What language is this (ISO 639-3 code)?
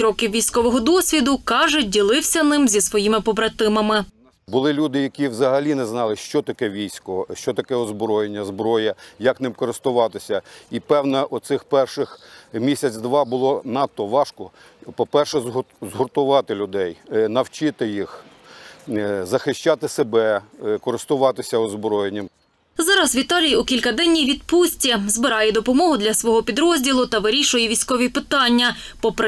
ukr